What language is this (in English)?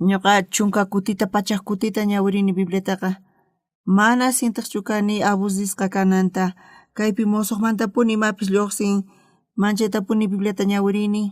South Bolivian Quechua